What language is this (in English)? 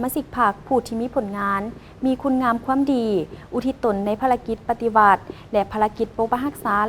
Lao